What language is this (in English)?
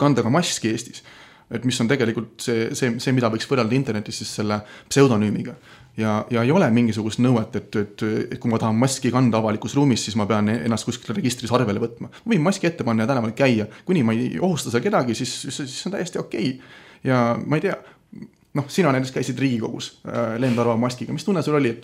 Estonian